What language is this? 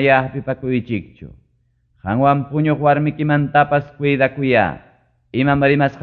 Ayacucho Quechua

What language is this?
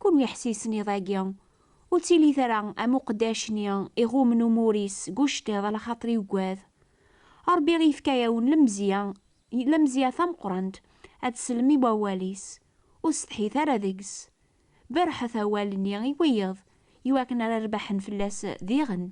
Kabyle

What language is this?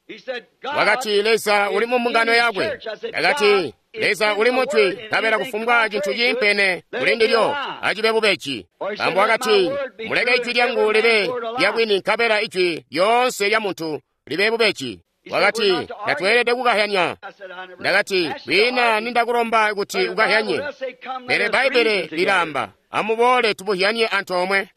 Tonga (Zambia)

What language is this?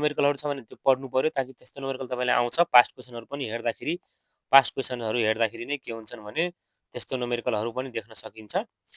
Nepali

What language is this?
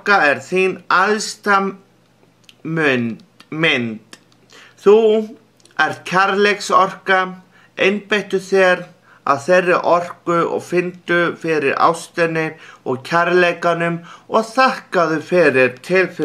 Icelandic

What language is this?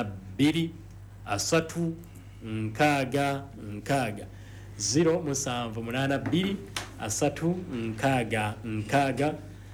Ganda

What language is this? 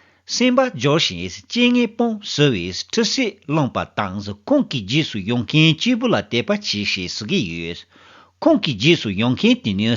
Tibetan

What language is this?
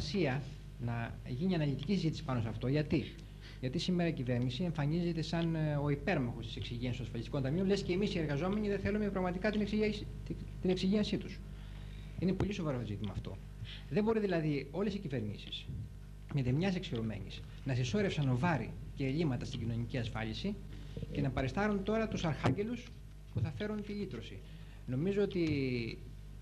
Greek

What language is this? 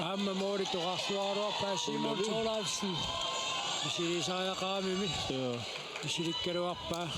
Kalaallisut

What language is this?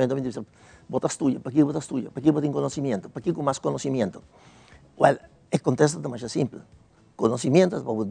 Papiamento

